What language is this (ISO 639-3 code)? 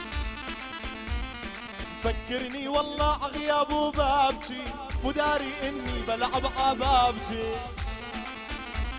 ajp